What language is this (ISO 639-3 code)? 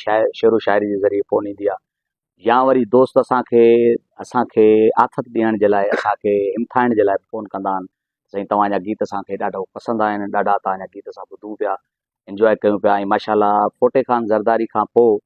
snd